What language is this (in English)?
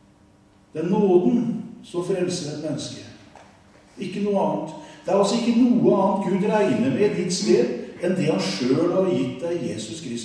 Norwegian